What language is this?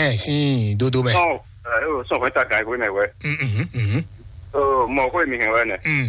Fon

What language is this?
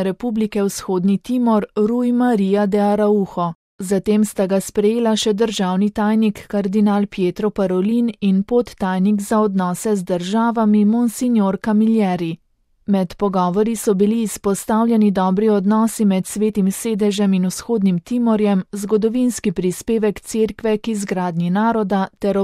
Slovenian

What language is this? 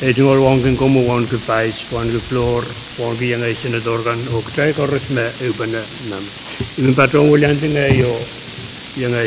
Pohnpeian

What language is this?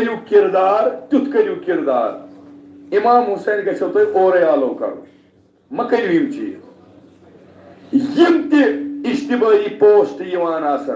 Kashmiri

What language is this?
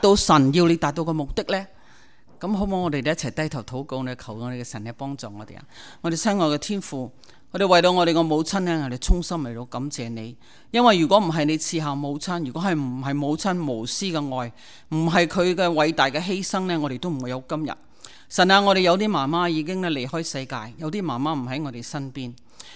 Cantonese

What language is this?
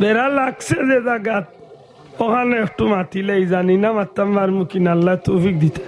Sylheti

